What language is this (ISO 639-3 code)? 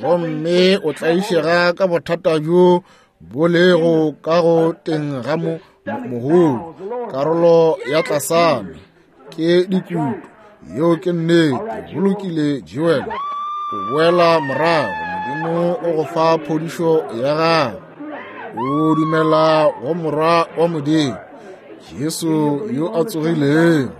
nso